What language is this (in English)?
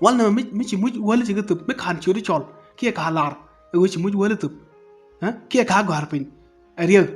Nuer